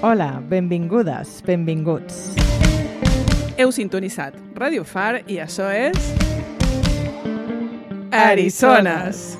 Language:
Catalan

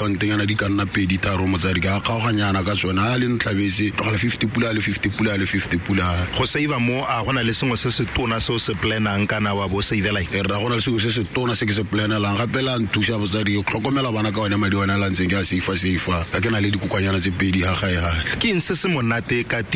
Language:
Tswana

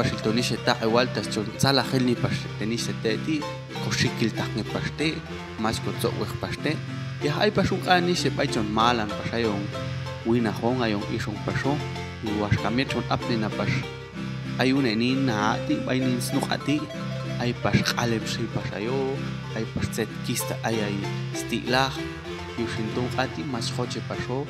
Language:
Popti'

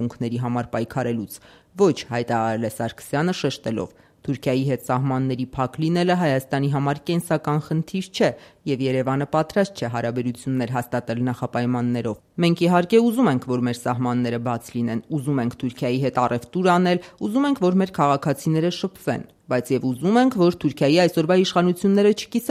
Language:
Armenian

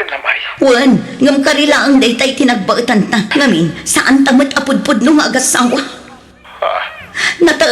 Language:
Iloko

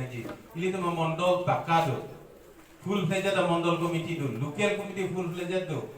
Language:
Karbi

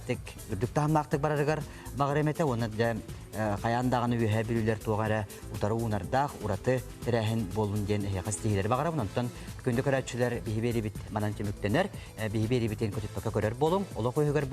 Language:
Yakut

